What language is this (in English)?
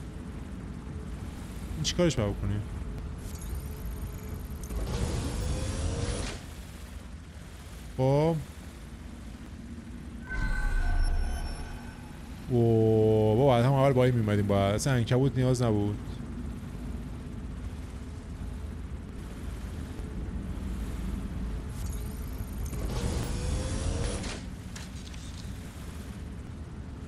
Persian